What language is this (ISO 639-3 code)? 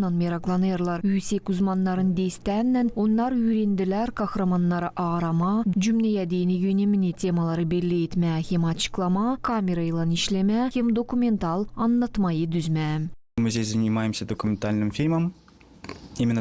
gag